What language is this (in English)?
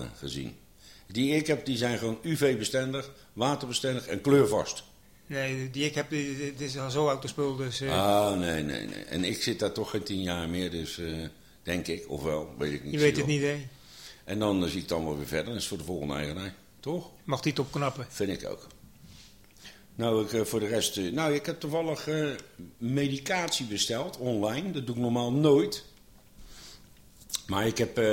Dutch